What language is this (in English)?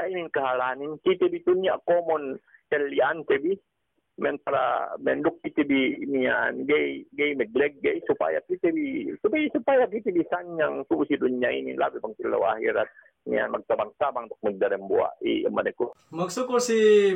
Yakan